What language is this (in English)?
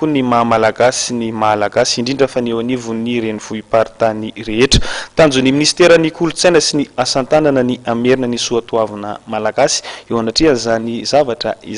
Malagasy